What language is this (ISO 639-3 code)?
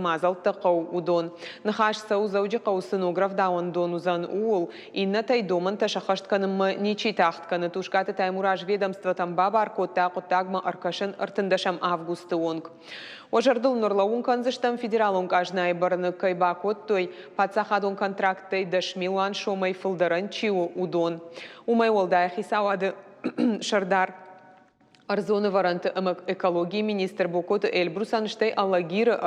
oss